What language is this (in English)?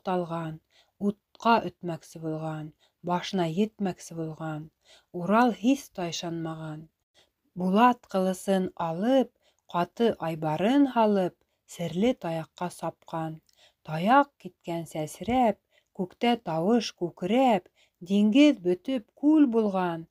Bashkir